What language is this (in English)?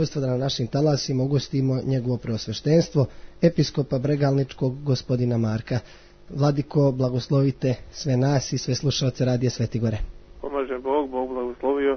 Serbian